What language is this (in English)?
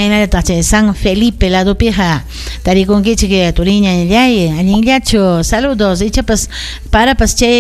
Ayacucho Quechua